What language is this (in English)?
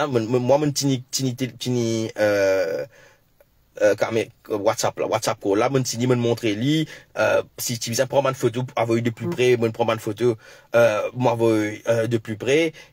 Morisyen